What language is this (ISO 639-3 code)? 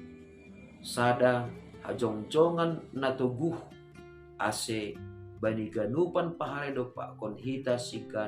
bts